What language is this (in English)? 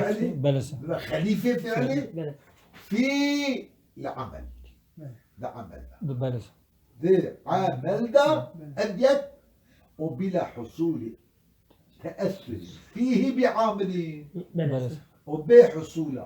Kurdish